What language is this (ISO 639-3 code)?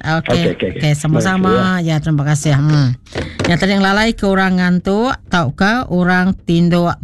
iba